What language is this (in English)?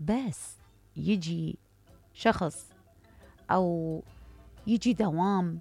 Mesopotamian Arabic